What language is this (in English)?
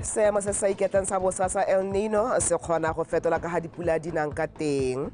Tswana